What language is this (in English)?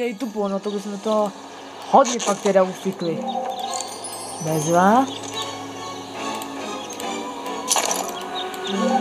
Czech